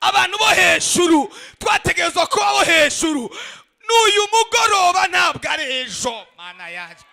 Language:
Rundi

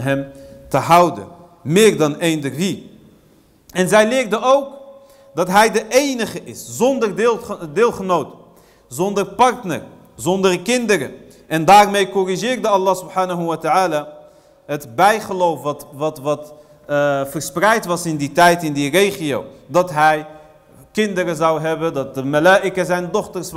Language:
Dutch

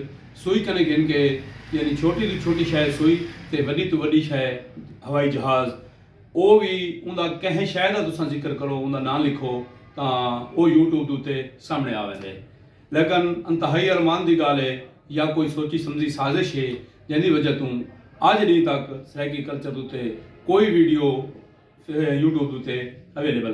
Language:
Saraiki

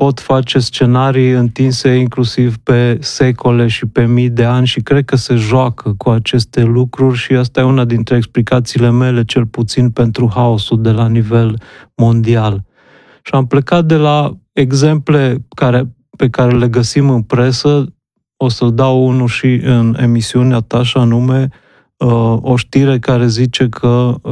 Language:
Romanian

